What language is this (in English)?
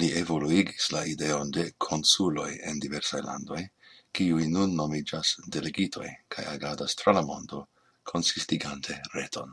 Esperanto